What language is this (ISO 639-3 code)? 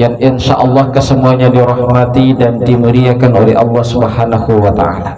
bug